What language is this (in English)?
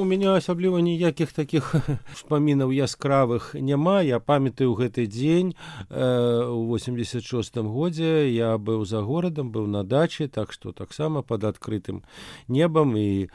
Belarusian